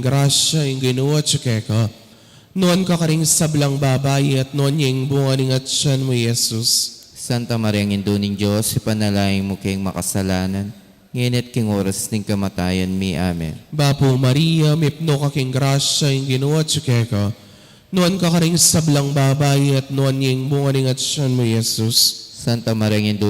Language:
Pampanga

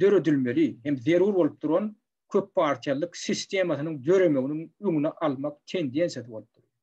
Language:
Turkmen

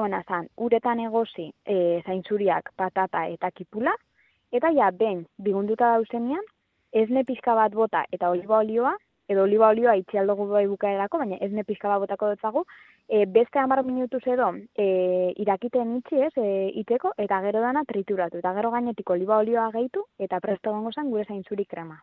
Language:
Basque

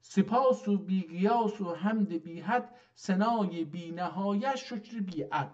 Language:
South Azerbaijani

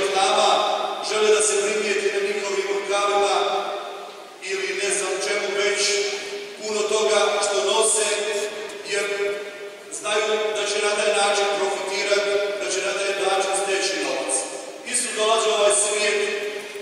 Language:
Croatian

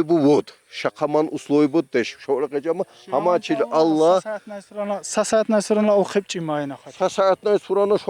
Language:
Tsakhur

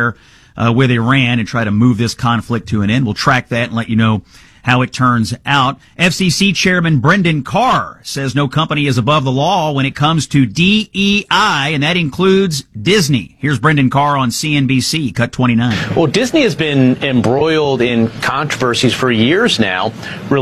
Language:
English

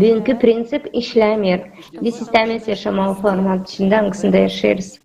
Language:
Gagauz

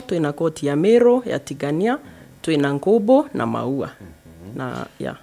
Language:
Meru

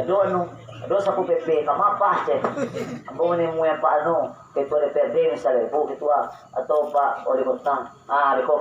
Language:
Minangkabau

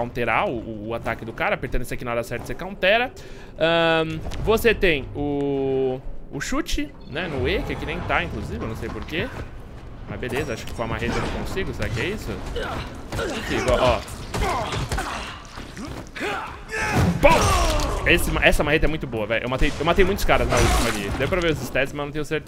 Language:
Portuguese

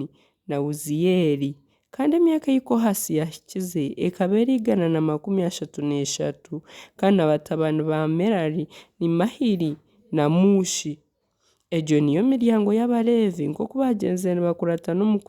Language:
Nyankole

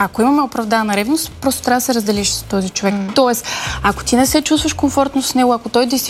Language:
Bulgarian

